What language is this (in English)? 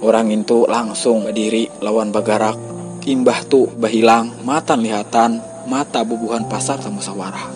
Banjar